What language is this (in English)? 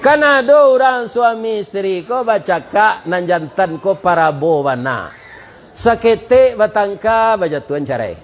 Minangkabau